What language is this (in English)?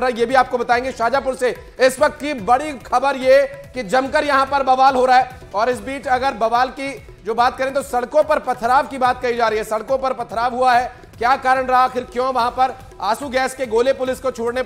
Hindi